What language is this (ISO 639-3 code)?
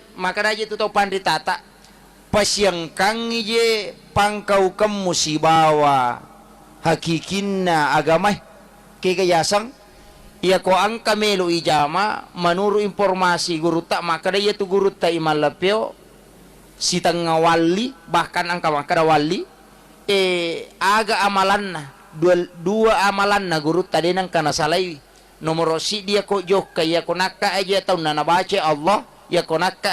bug